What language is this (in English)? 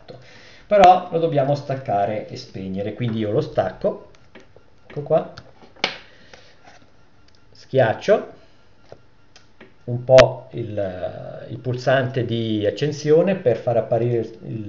Italian